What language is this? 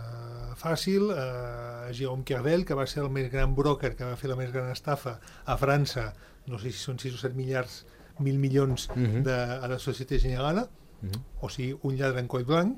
Catalan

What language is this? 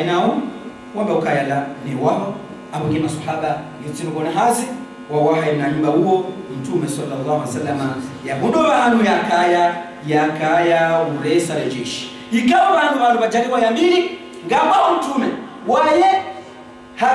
Ngazidja Comorian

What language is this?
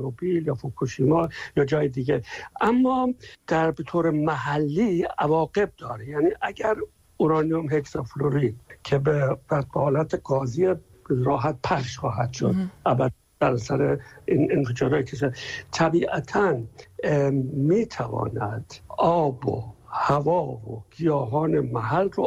Persian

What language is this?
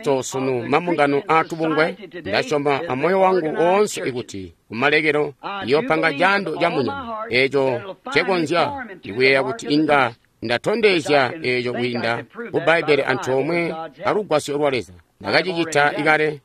Tonga (Zambia)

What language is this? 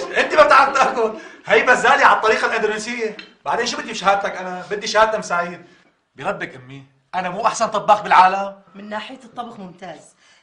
North Levantine Arabic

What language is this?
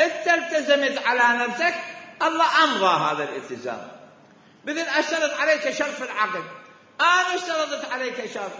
Mesopotamian Arabic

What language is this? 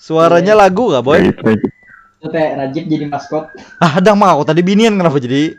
Banjar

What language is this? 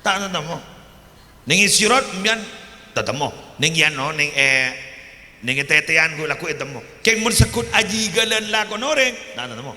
Madurese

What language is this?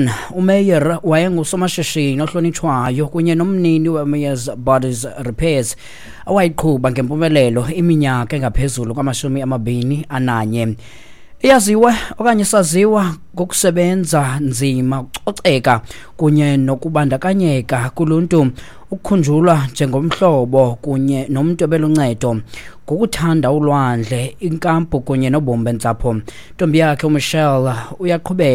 Xhosa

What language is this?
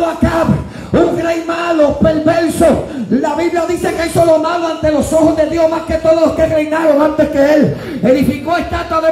Spanish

